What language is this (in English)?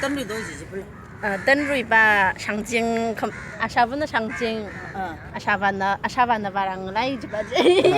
Tangkhul Naga (India)